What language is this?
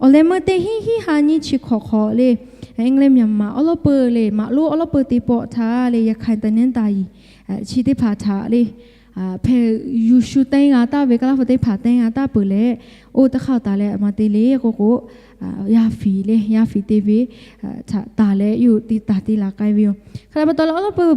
Lahu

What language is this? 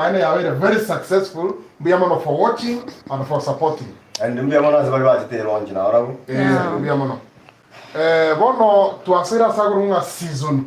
Gusii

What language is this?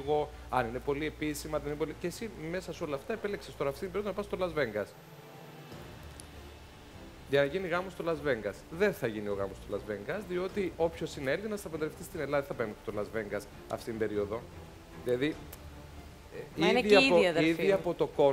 Greek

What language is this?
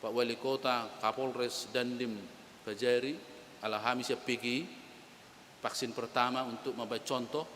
Batak Toba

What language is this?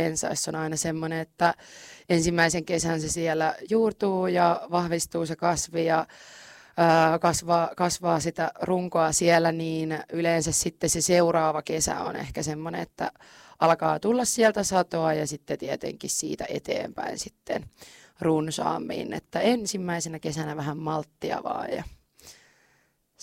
Finnish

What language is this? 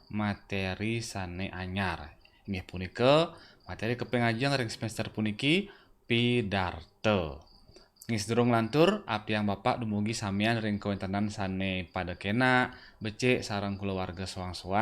Balinese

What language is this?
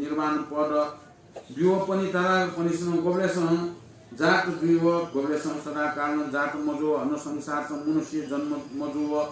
Newari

